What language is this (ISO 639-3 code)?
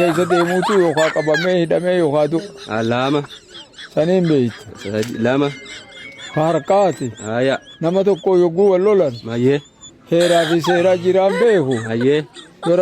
orm